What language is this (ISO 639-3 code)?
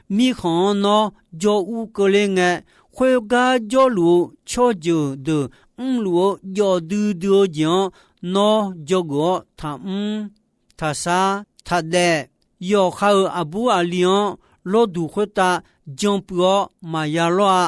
ahk